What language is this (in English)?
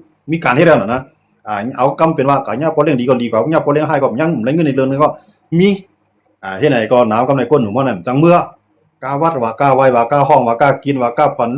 Shan